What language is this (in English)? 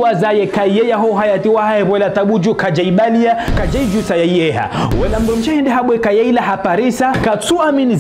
Ngazidja Comorian